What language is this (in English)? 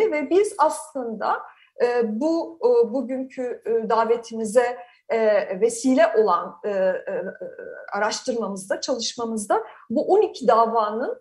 Turkish